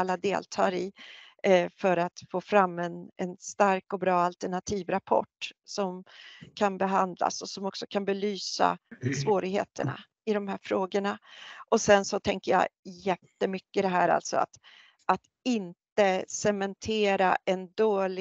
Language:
Swedish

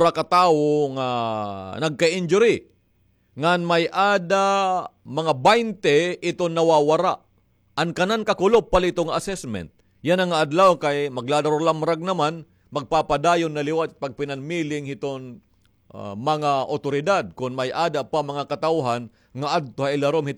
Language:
Waray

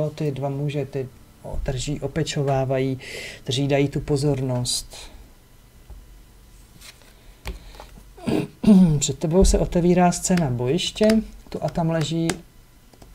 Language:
Czech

